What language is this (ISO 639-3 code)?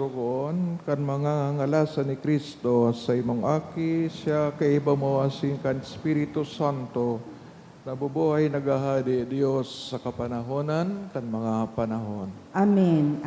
bik